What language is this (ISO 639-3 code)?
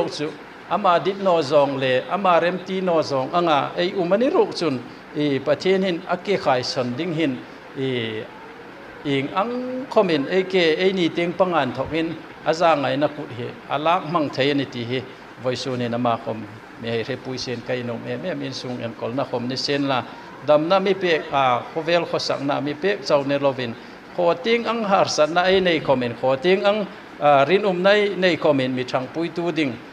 hmr